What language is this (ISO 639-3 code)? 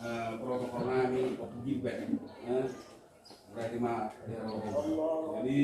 bbc